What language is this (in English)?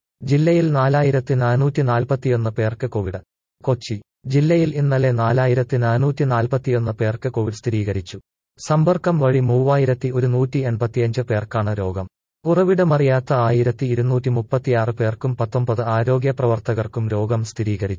Malayalam